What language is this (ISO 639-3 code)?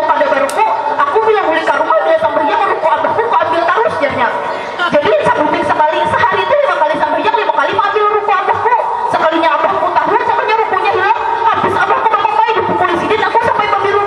bjn